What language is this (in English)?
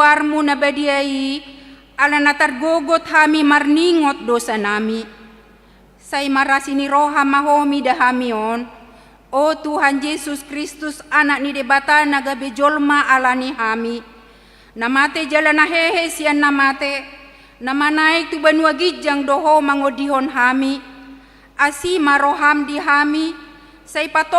Batak Toba